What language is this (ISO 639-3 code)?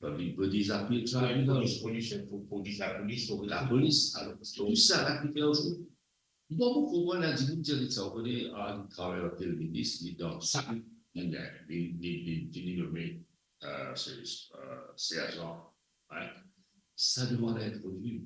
mfe